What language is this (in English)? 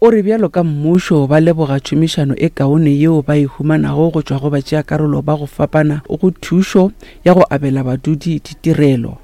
Northern Sotho